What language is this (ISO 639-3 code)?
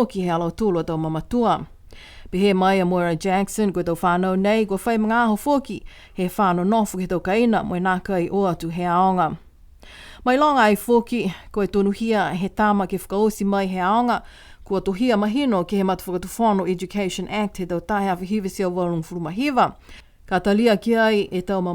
niu